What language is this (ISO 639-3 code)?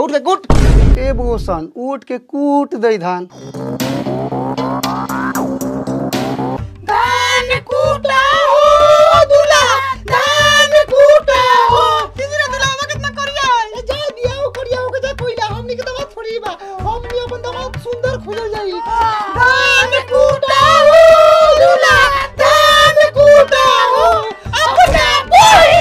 bho